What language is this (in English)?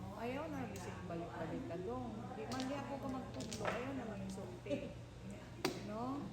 Cebuano